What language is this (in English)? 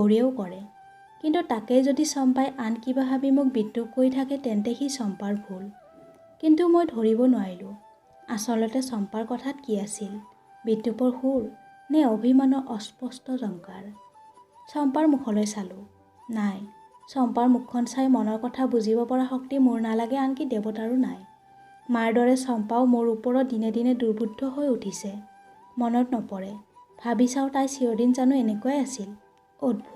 Assamese